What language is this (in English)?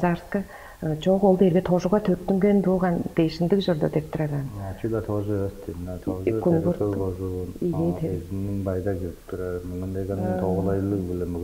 Tuvinian